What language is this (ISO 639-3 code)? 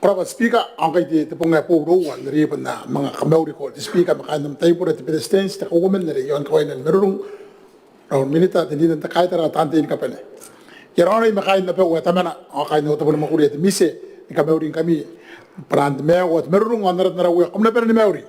gil